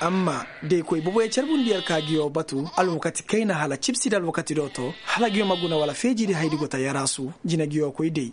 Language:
Koyraboro Senni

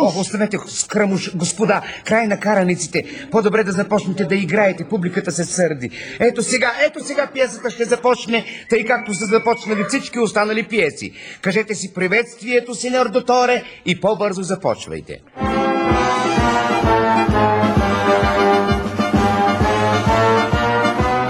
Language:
Bulgarian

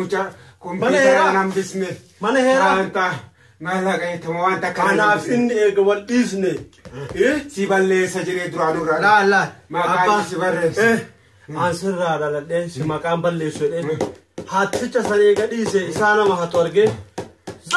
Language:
Oromo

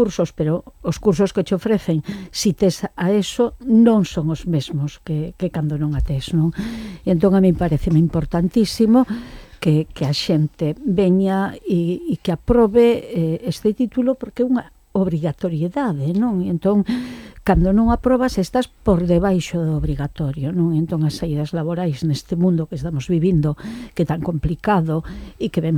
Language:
Galician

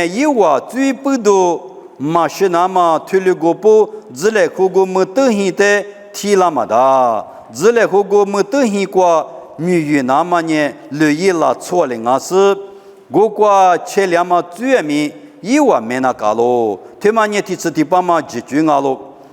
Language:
Lisu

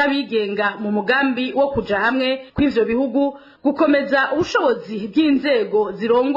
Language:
Rundi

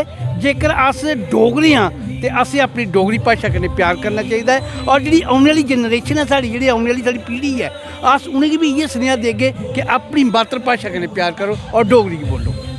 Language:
Dogri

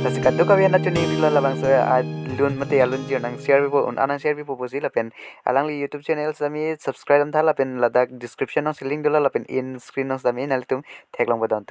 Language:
Karbi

